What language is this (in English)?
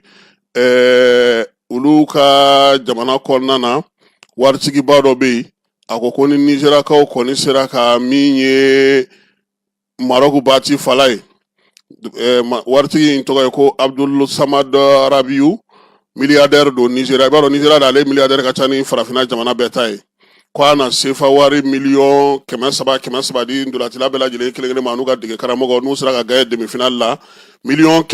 Bambara